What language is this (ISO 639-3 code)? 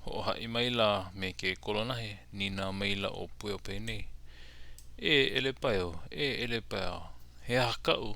haw